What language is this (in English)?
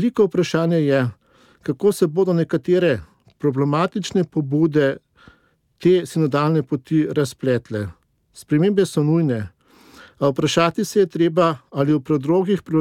Slovenian